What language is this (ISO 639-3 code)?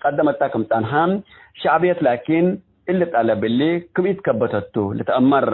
tig